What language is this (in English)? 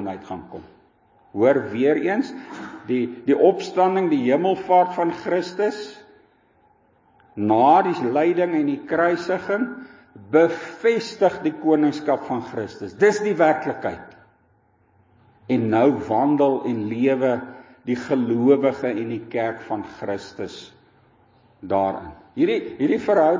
Afrikaans